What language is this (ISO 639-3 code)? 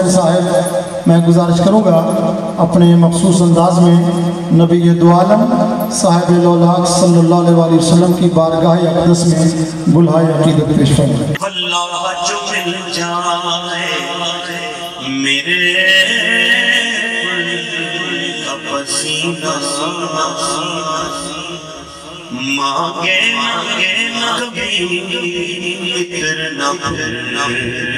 urd